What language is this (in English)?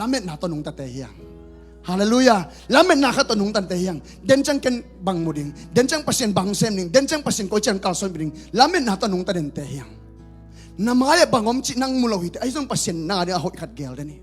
Tedim Chin